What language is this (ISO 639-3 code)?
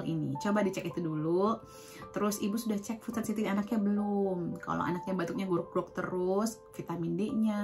ind